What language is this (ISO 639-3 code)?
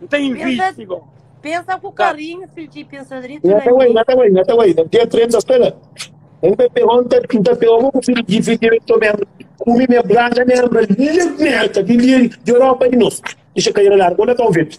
kea